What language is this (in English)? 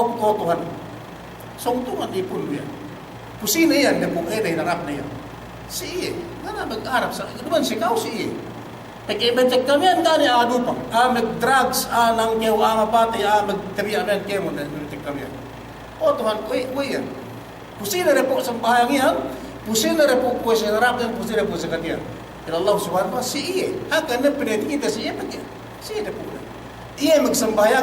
Yakan